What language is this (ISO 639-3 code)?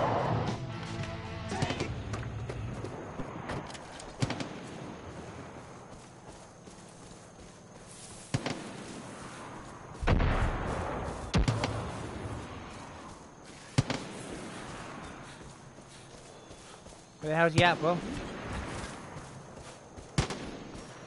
eng